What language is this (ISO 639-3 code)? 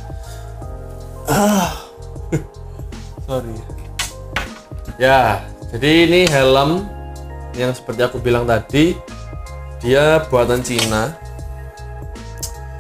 ind